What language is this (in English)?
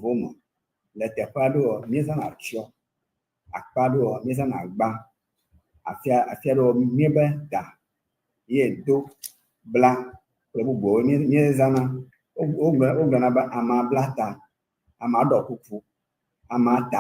Ewe